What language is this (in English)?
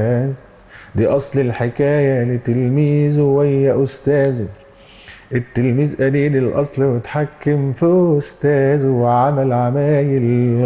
Egyptian Arabic